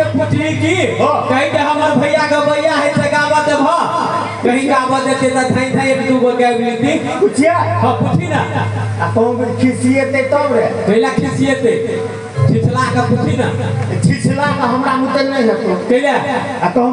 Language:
Maithili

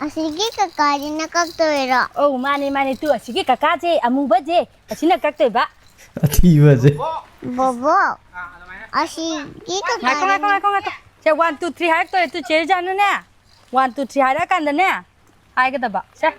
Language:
Manipuri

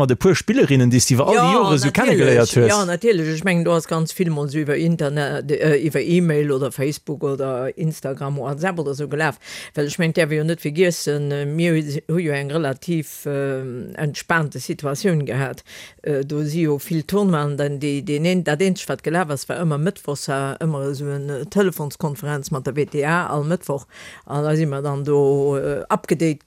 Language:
Luxembourgish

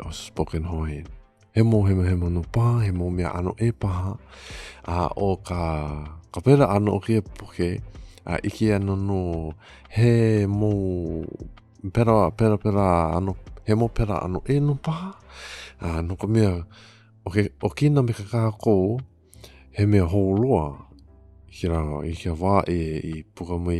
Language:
Hawaiian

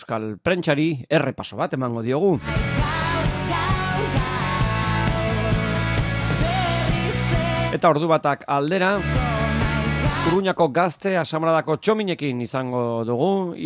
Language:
Basque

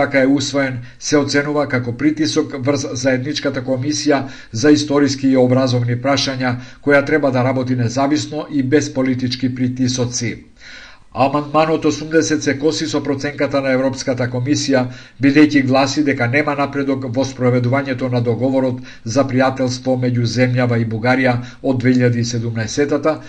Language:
Macedonian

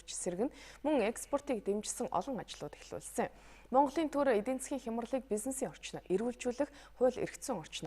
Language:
Mongolian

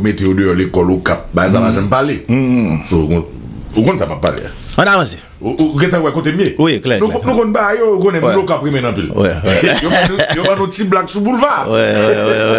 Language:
Haitian Creole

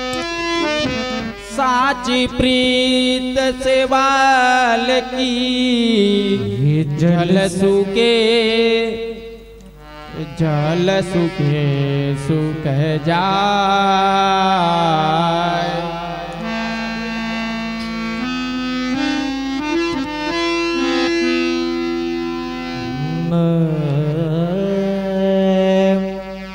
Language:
Hindi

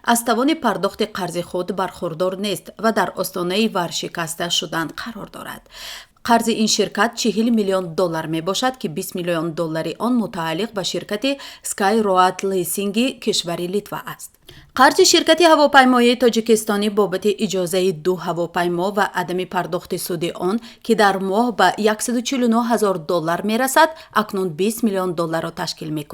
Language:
Tajik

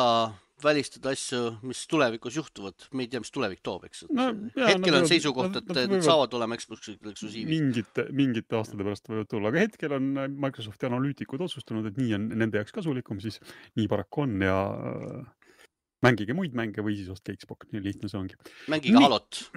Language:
Estonian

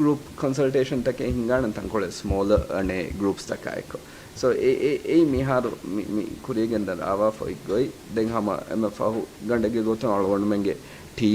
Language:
Divehi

